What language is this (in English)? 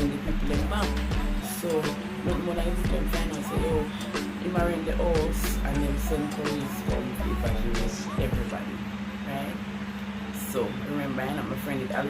Jamaican Creole English